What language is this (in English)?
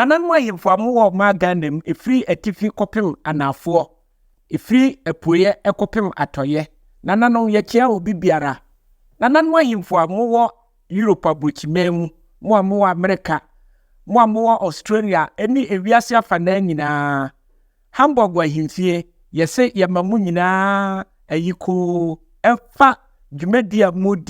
Akan